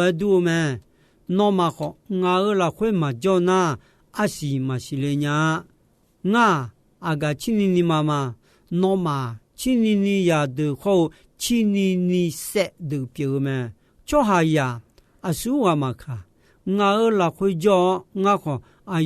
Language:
Akha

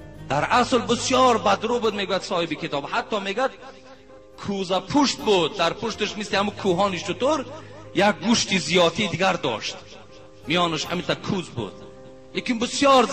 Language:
Tajik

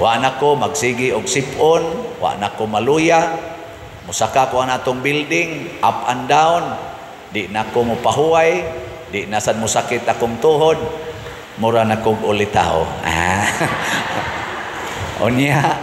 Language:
Cebuano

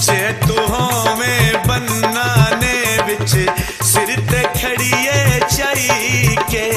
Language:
Pahari-Potwari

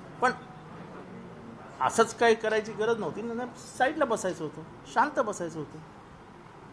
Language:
Marathi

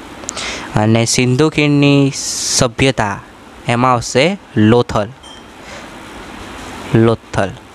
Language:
Gujarati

